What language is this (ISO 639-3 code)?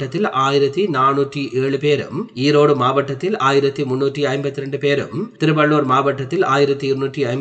tam